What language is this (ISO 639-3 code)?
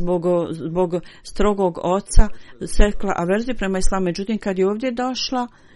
bos